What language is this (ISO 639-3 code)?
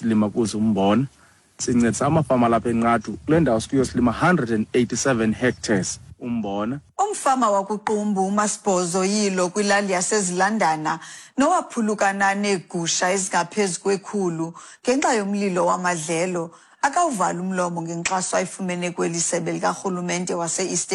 xho